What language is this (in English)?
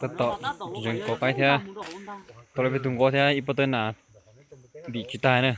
Hmong